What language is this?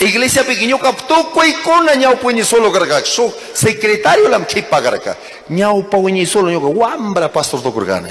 Chimborazo Highland Quichua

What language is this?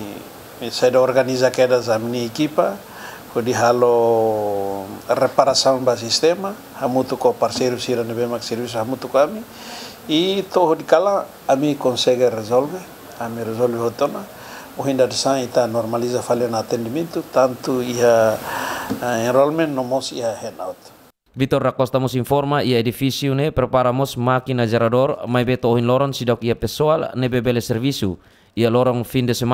Tetum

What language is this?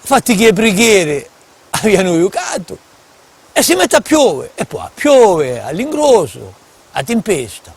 Corsican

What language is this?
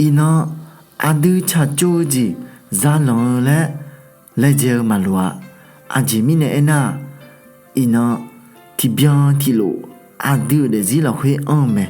Akha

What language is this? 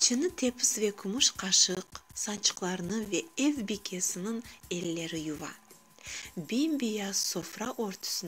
Crimean Tatar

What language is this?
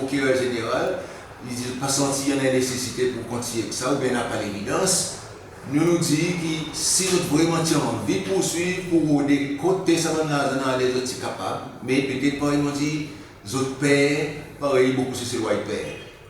Seselwa Creole French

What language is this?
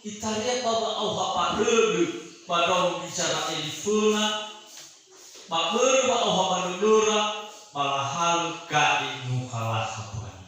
Nias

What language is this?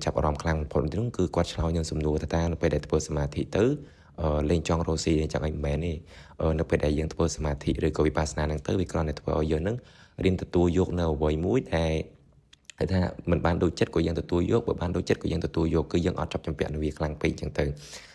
Khmer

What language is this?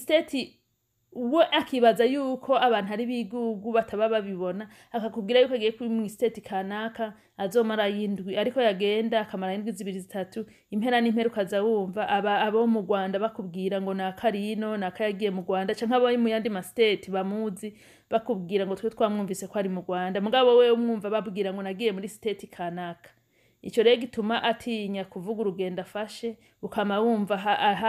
Rundi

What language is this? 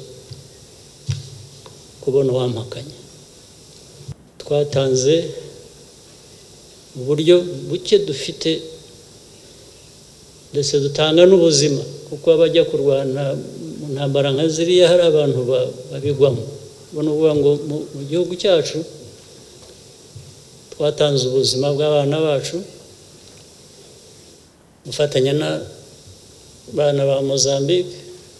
Kinyarwanda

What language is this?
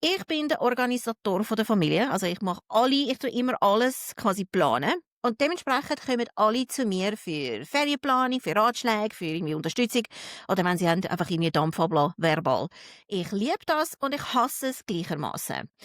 Swiss German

